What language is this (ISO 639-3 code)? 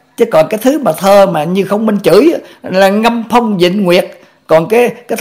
vie